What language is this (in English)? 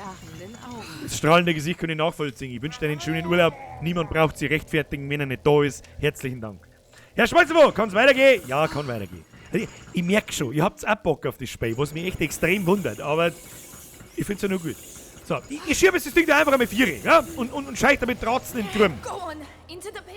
Bavarian